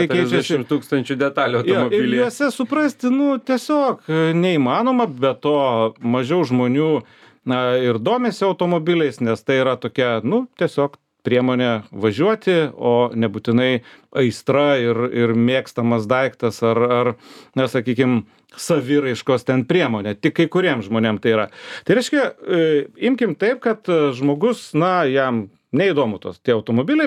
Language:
Lithuanian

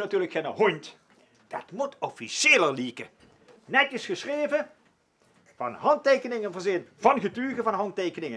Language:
Limburgish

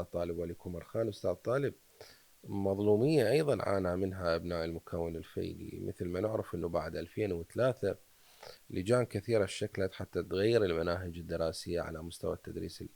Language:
Mesopotamian Arabic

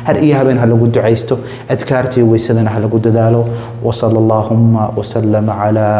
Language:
Somali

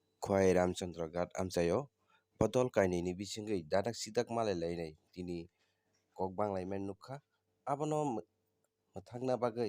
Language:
Kok Borok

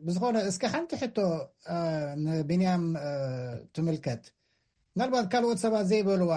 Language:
Tigrinya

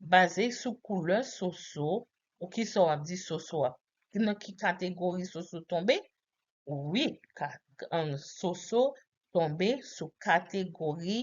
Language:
Haitian Creole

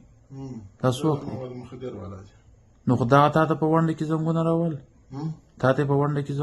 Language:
Pashto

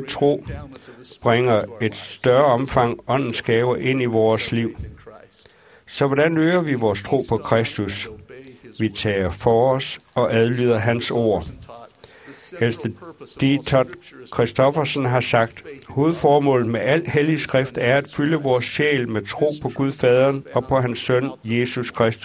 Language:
Danish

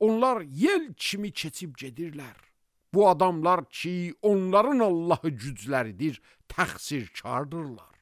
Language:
Azerbaijani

